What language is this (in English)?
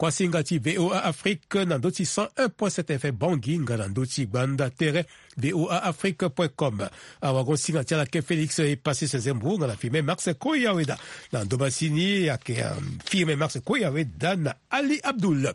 Sango